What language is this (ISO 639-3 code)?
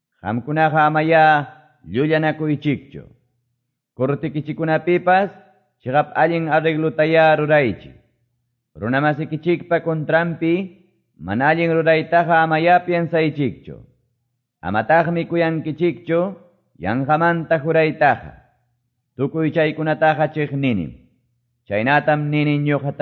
que